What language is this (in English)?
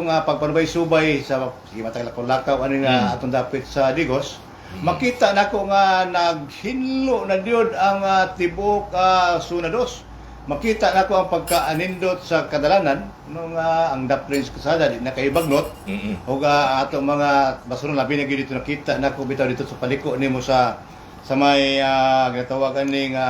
Cebuano